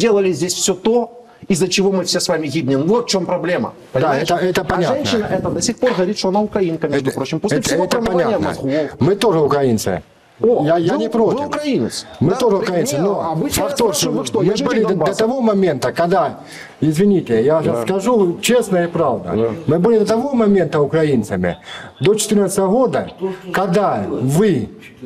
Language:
Russian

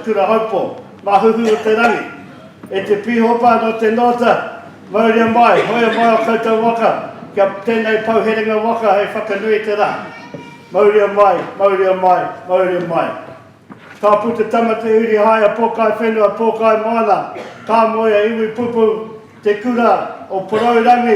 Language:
Māori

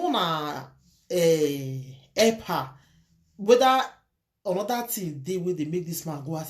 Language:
Nigerian Pidgin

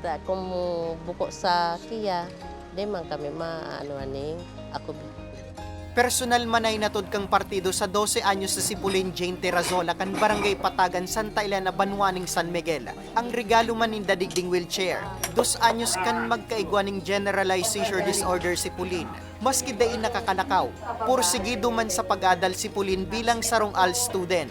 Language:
Bikol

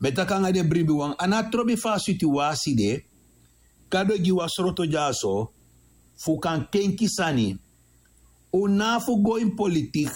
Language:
Sranan Tongo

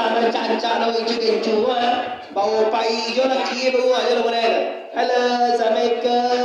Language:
Minangkabau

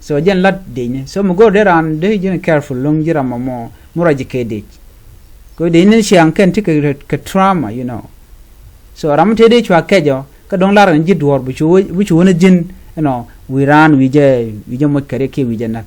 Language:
Nuer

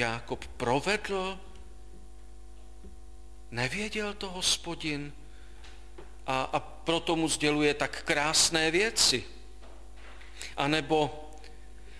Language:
Czech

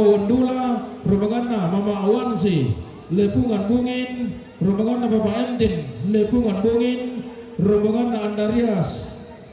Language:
Toraja-Sa'dan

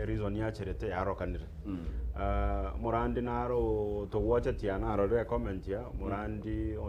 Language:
Gusii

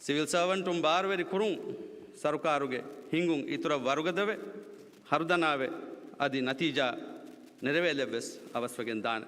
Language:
Divehi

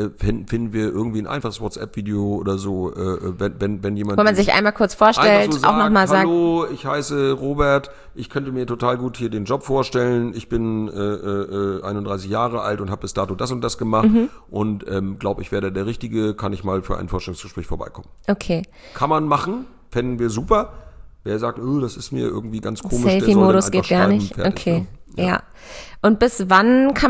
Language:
German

